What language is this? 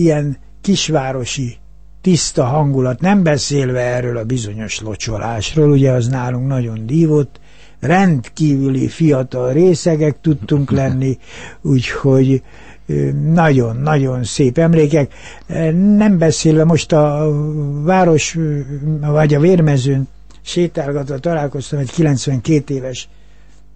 Hungarian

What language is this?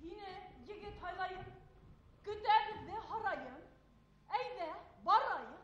Bashkir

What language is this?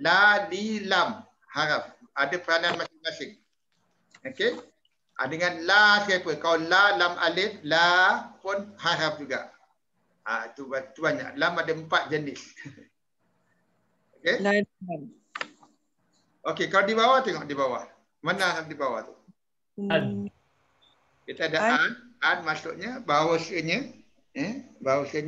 Malay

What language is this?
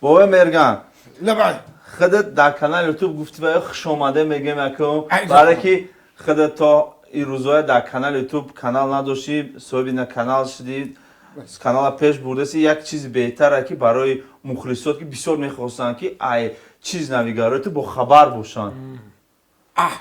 Tajik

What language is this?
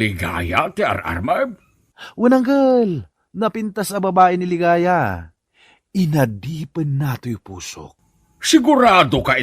Iloko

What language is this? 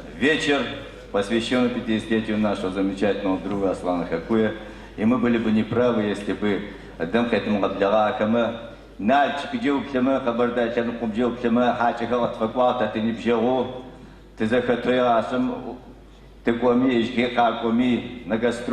Adyghe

